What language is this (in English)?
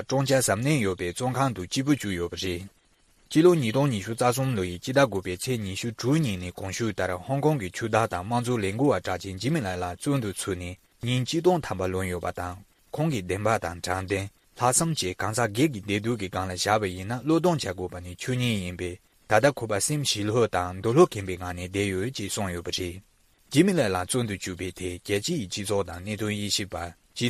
Tibetan